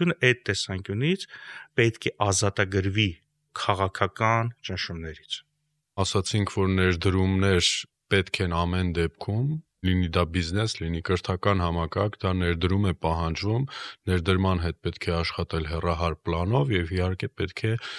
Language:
Armenian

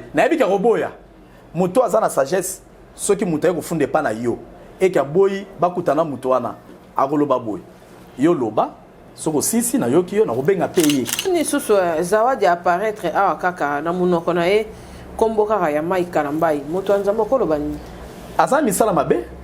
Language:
Lingala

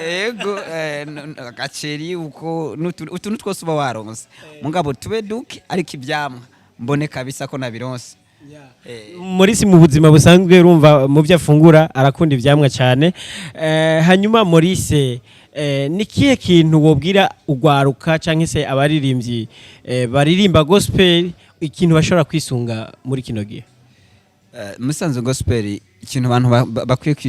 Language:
Rundi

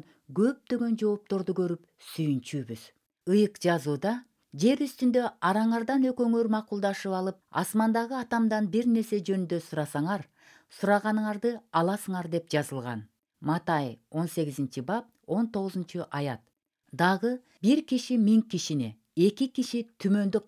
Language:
Kyrgyz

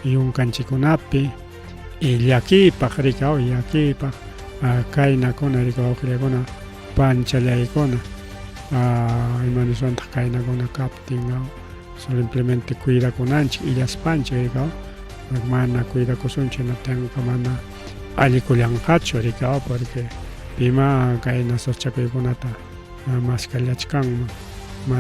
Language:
Ayacucho Quechua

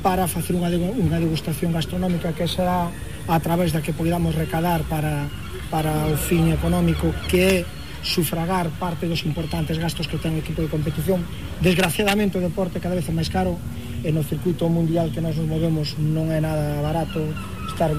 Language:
Galician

